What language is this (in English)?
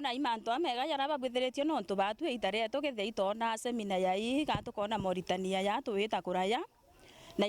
Meru